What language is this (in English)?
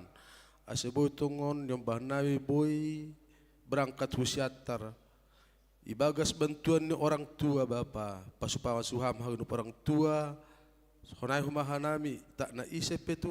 Batak Simalungun